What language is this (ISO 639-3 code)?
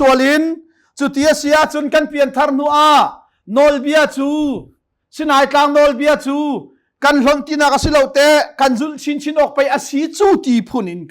cnh